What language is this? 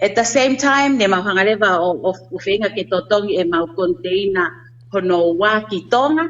Tongan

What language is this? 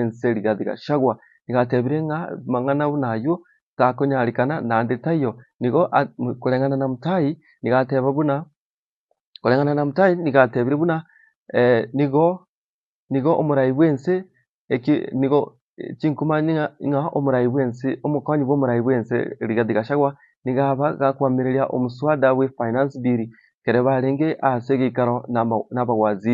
Gusii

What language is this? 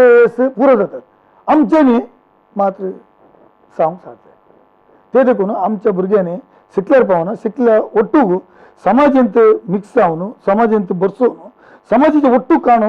Konkani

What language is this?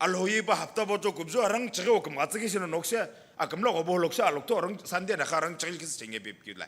Sumi Naga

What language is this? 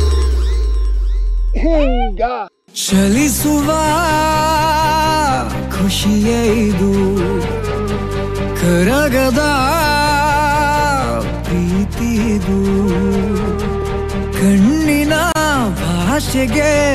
Kannada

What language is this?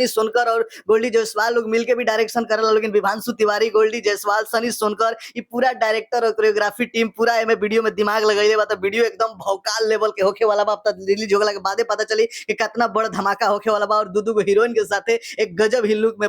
Bhojpuri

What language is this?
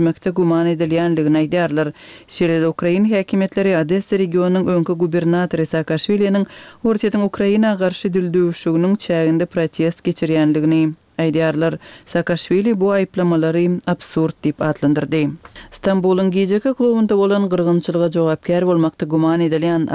Turkmen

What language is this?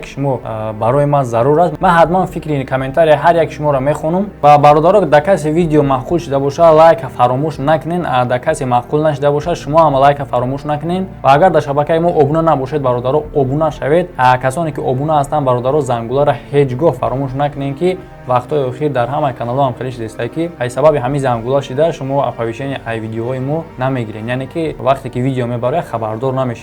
Tajik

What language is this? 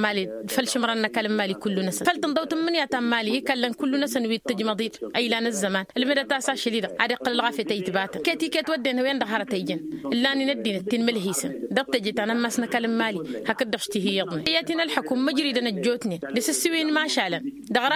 Tamasheq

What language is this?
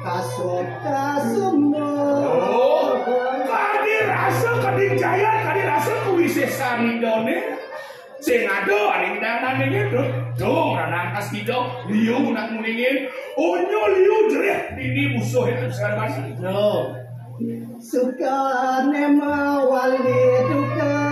Balinese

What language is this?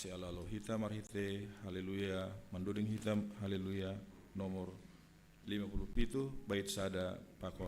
Batak Simalungun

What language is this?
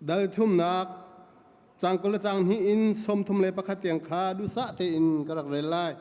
Hakha Chin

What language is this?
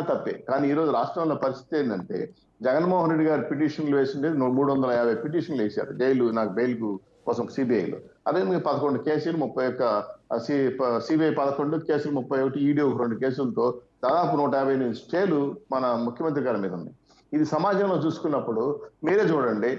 Telugu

